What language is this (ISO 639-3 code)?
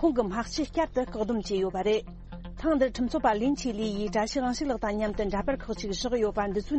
bod